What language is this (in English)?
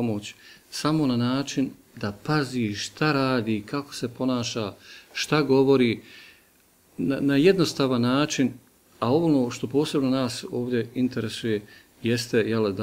Bosnian